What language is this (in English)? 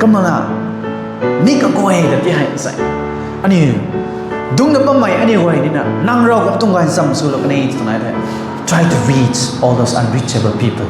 Rongmei Naga